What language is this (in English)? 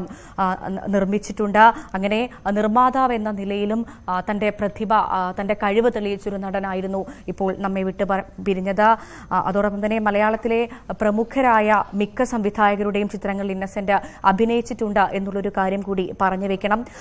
Malayalam